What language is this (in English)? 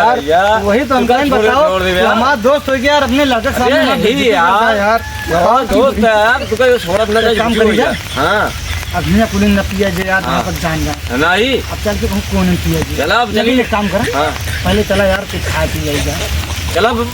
Awadhi